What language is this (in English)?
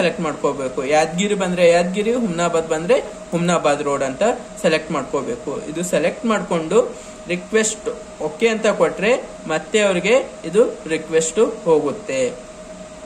Kannada